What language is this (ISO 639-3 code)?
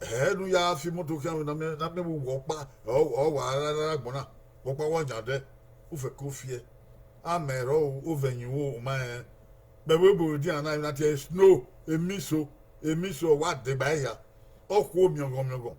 bin